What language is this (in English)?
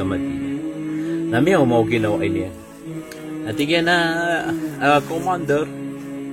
Maranao